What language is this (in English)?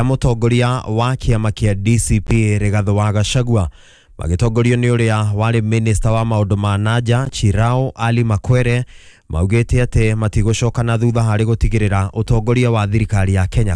Kikuyu